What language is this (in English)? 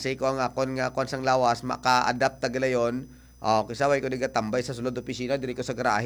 Hiligaynon